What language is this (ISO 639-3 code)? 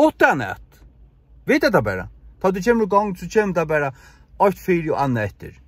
fao